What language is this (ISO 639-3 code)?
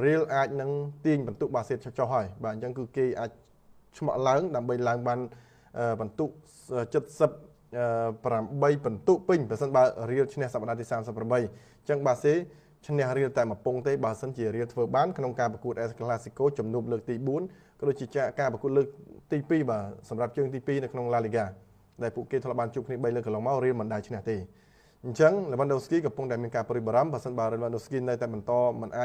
khm